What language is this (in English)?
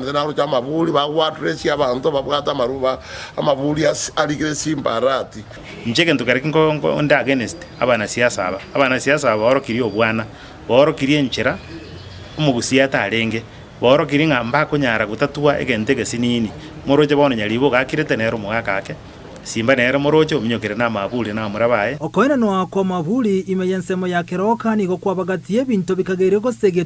Gusii